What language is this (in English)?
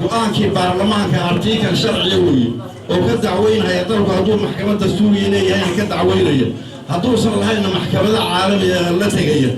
Somali